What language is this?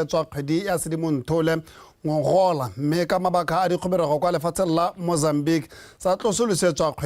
Tswana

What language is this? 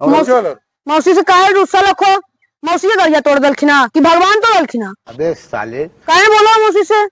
Magahi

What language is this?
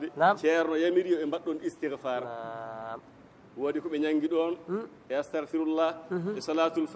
Fula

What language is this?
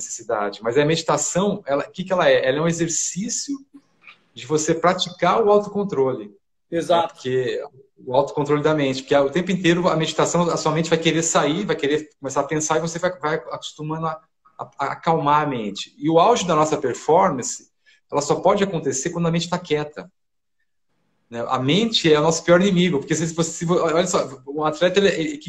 Portuguese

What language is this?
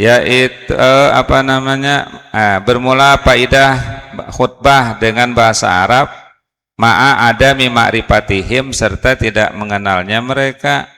Banjar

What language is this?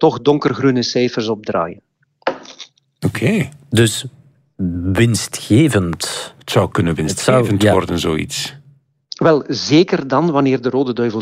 Dutch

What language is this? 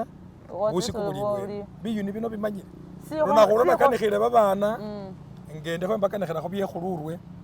Masaaba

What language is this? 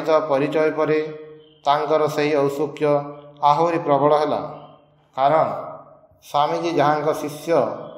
Odia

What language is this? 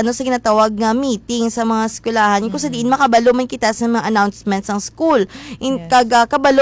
Hiligaynon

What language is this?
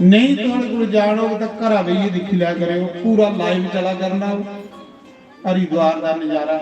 Dogri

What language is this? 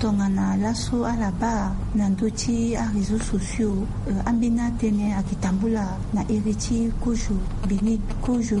Sango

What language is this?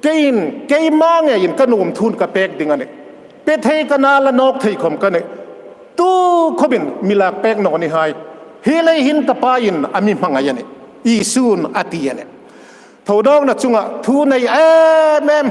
Hmar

